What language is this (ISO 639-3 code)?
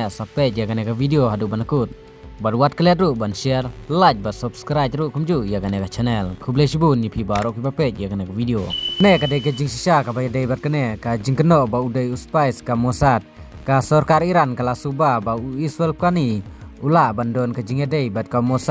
kha